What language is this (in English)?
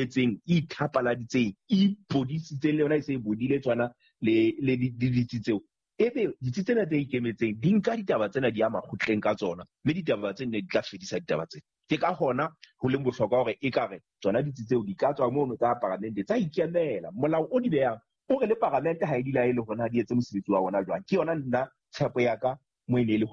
Southern Sotho